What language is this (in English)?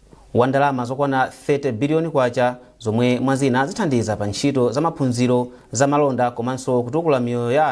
Nyanja